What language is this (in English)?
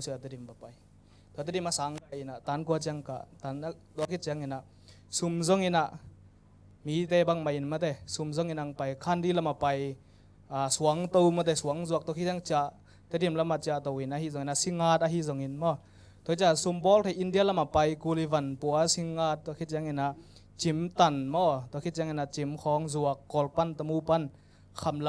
Tedim Chin